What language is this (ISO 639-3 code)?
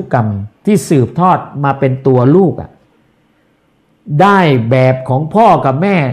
tha